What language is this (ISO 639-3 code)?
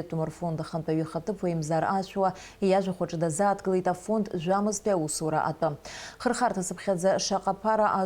abk